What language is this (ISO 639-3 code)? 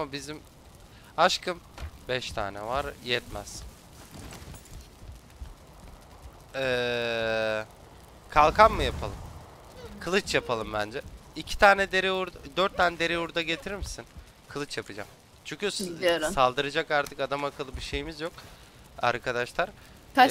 tur